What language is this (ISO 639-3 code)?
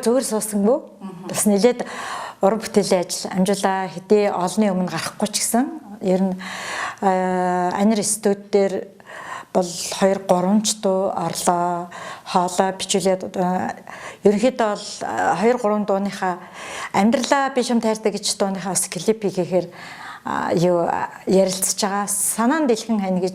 mon